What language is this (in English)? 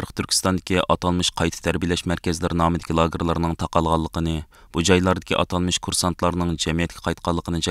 Uyghur